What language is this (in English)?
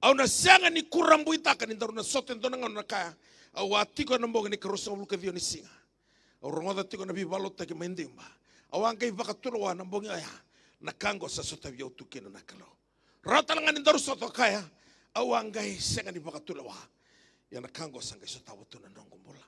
Fijian